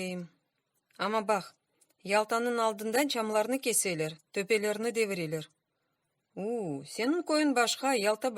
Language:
Crimean Tatar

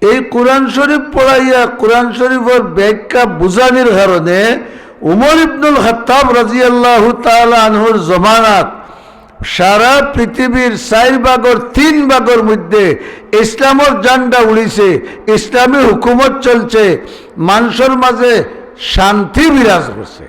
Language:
Sylheti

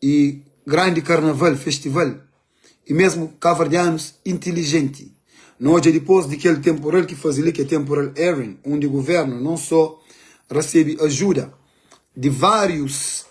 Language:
Kabuverdianu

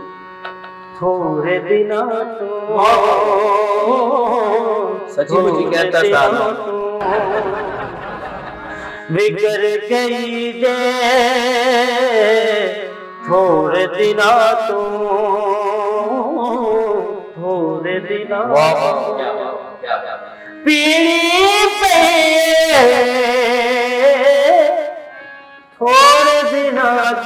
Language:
Punjabi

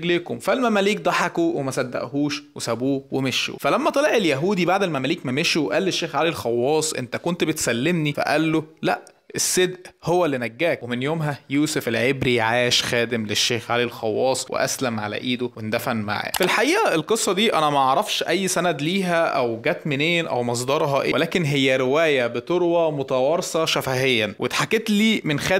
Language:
Egyptian Arabic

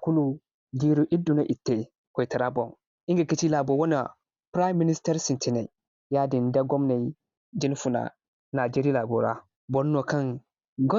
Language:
Zarma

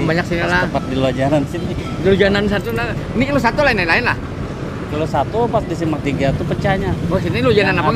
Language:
Banjar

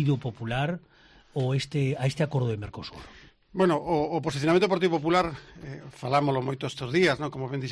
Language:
Galician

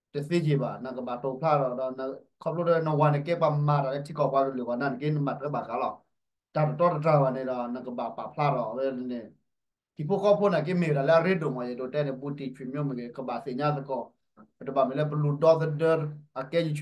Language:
S'gaw Karen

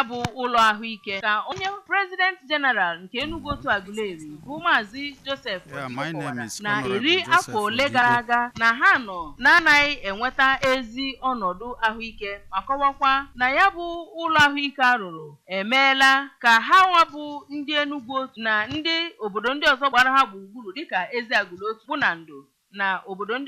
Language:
Igbo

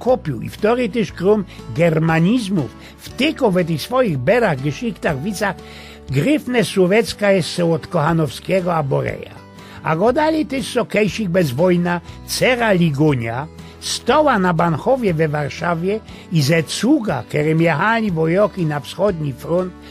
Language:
Silesian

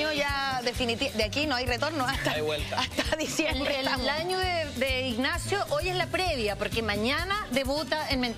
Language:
Spanish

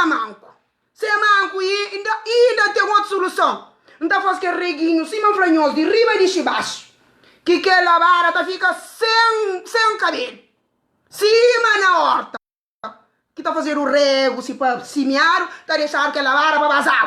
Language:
Kabuverdianu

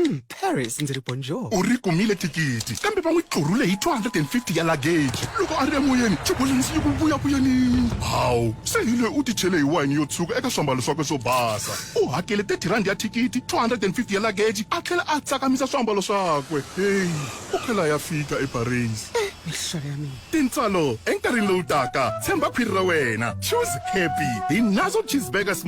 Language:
Tsonga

